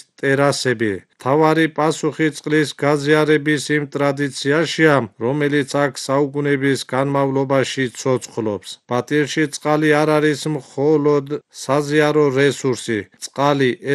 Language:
Georgian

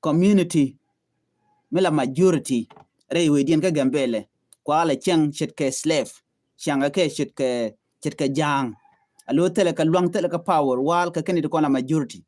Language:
Nuer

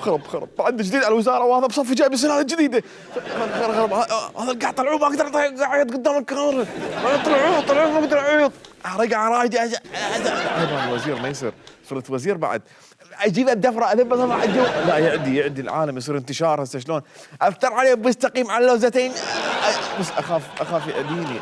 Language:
Mesopotamian Arabic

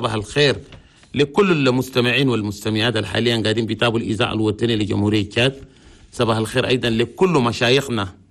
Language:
Chadian Arabic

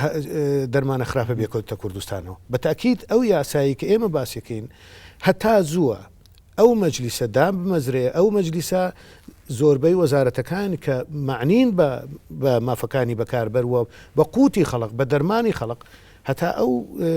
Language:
Central Kurdish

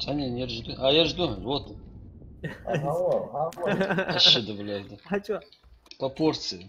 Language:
Ingush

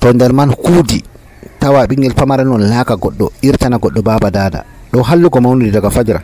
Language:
Nigerian Fulfulde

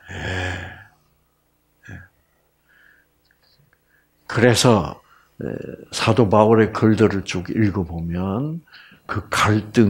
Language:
Korean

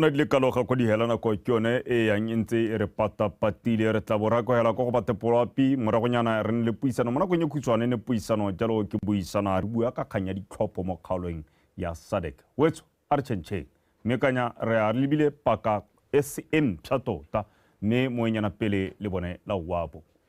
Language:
Tswana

